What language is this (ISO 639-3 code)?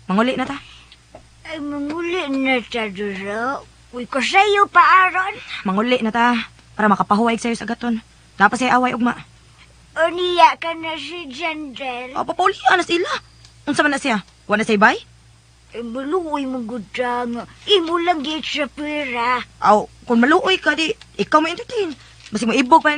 ceb